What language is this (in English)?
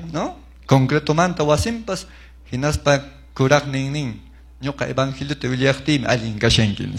Quechua